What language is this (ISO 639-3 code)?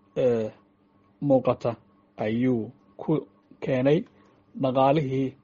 som